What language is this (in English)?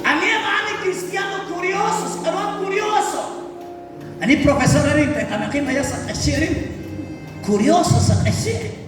Kekchí